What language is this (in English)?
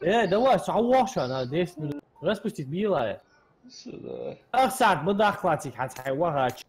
Ingush